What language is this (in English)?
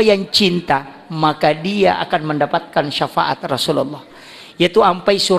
Buginese